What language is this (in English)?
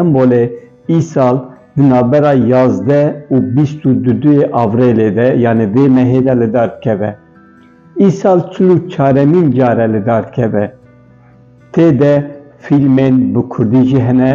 Kurdish